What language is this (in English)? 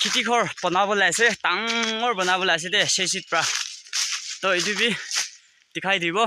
Naga Pidgin